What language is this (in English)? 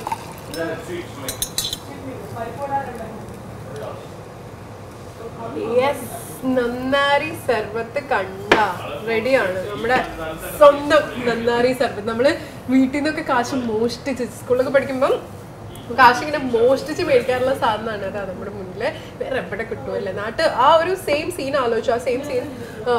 Malayalam